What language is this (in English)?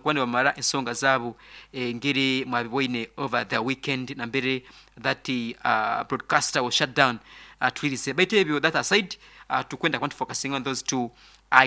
Nyoro